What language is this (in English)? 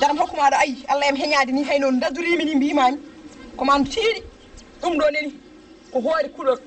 Fula